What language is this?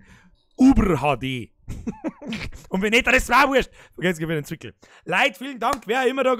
Bavarian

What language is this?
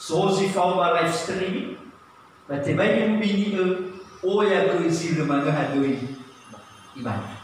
Nias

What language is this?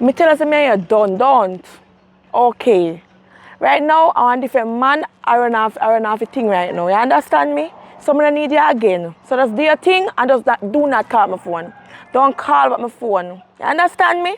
Jamaican Creole English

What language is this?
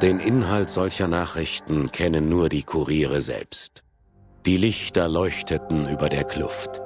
Bavarian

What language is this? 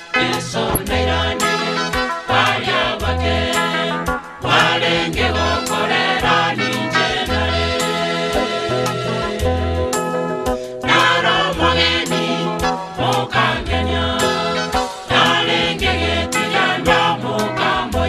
Gusii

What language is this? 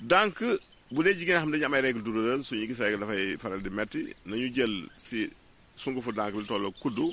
Wolof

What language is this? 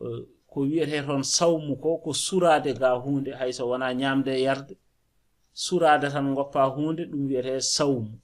Fula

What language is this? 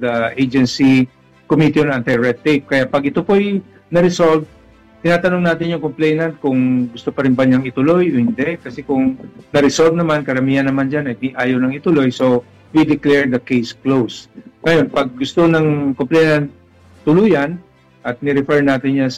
Filipino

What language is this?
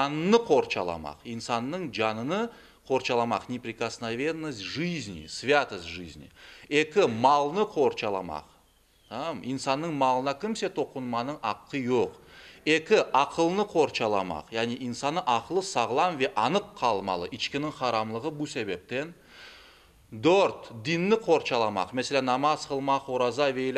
Crimean Tatar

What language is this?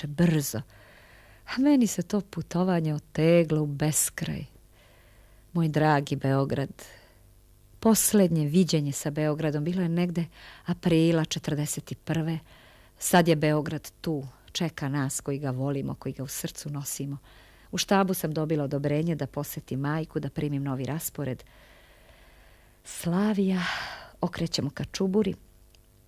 Serbian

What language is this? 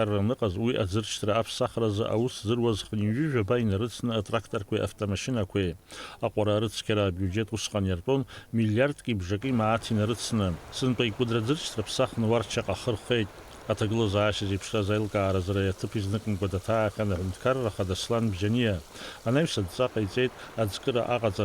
Abkhazian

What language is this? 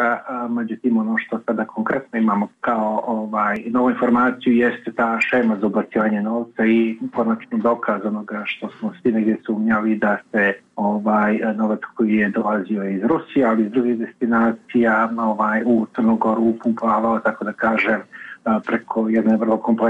Serbian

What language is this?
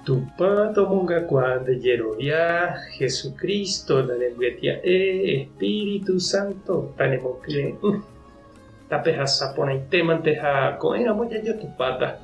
Guarani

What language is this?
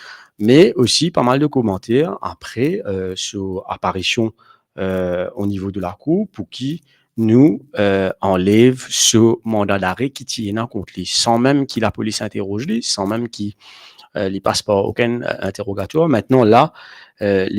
Morisyen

